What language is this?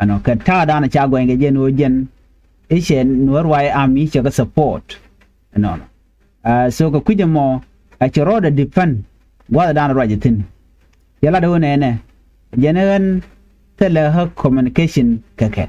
Nuer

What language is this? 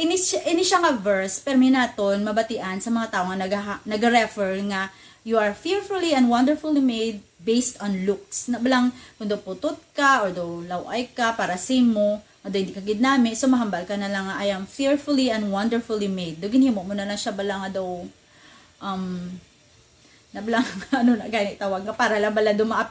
Hiligaynon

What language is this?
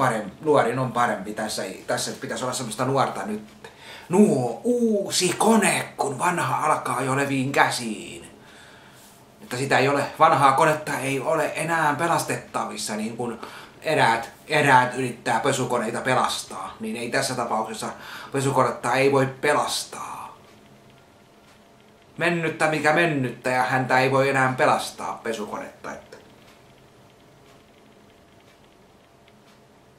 Finnish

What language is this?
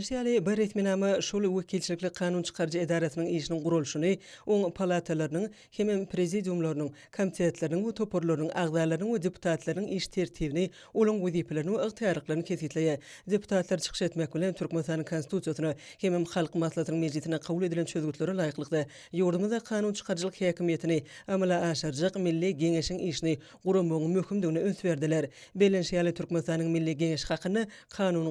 Turkmen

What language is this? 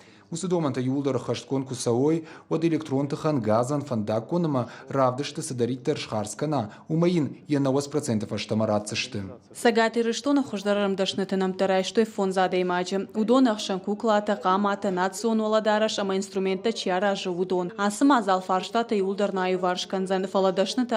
Ossetic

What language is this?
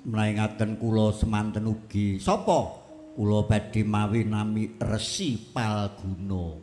Javanese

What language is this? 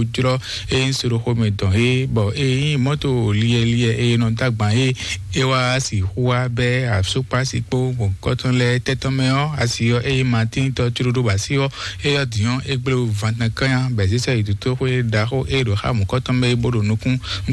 Fon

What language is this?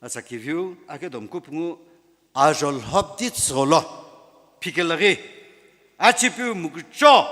Sumi Naga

